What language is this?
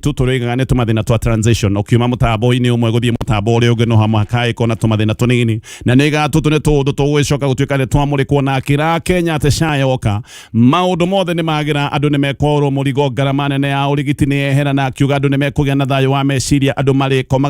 Kikuyu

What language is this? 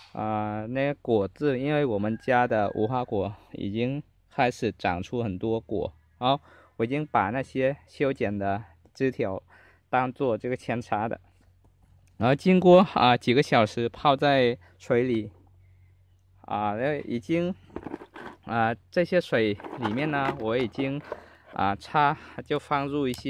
Chinese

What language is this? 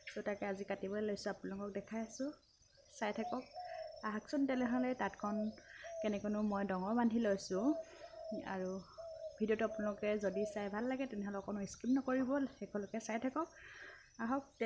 Assamese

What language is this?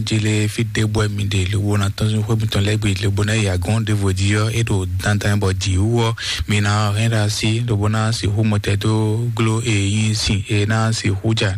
Fon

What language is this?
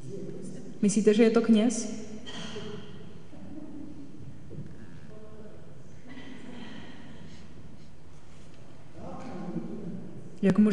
Czech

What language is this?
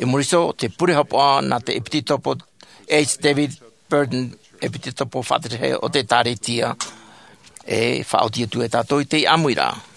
Tahitian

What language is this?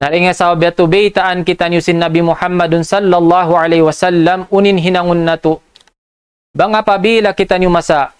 Tausug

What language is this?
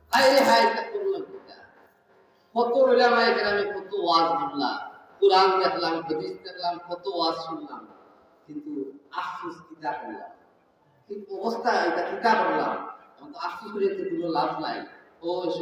Sylheti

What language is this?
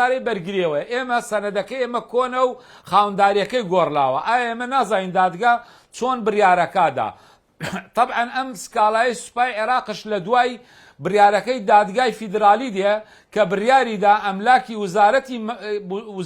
Central Kurdish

